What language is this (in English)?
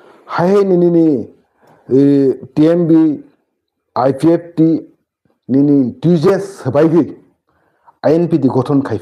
Kok Borok